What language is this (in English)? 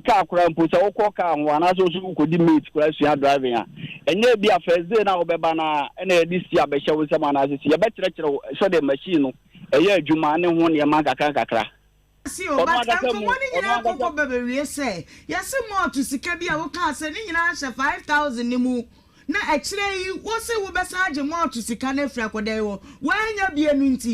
Akan